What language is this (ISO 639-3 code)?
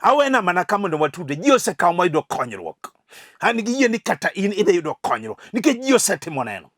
luo